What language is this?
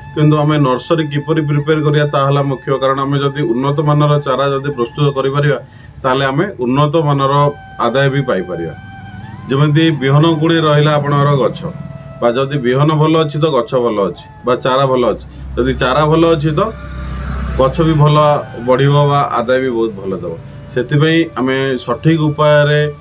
Odia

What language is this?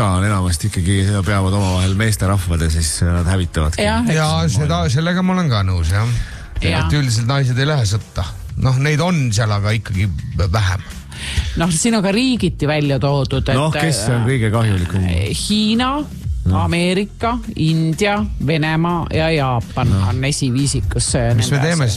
Estonian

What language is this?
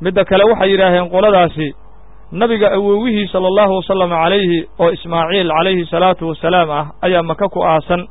Somali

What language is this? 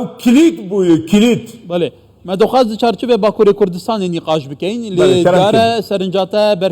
Kurdish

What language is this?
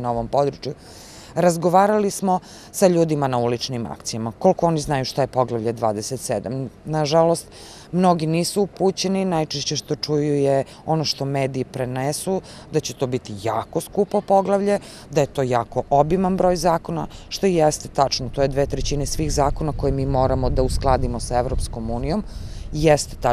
Serbian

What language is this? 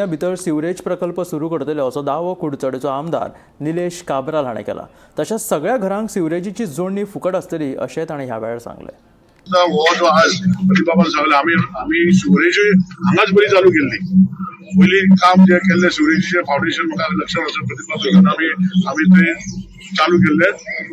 Konkani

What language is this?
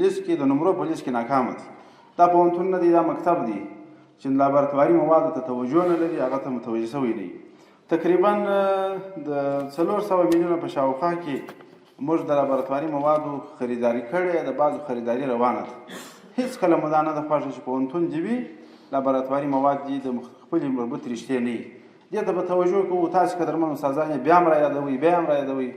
Pashto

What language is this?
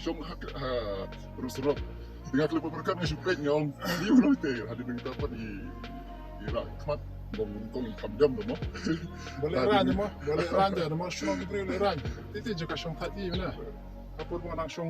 Khasi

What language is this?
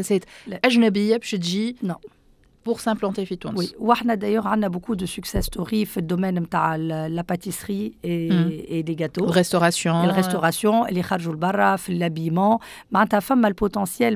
Tunisian Arabic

